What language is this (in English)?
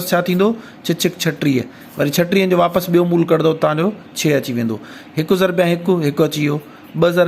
Sindhi